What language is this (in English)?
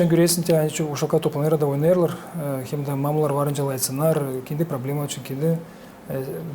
Gagauz